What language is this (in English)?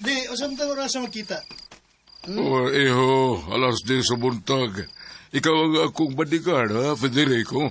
Cebuano